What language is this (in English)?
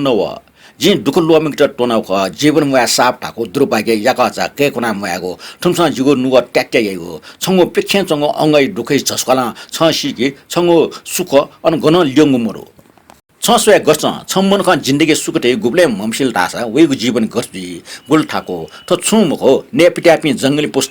Newari